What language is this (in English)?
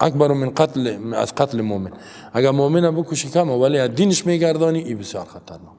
Persian